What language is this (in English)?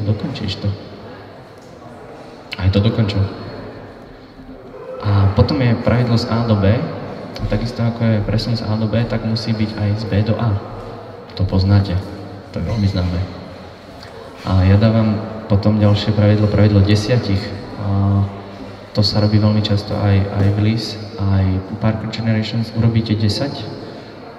Slovak